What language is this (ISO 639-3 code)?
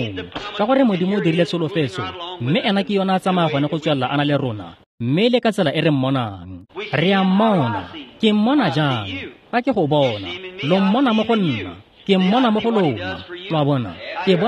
tsn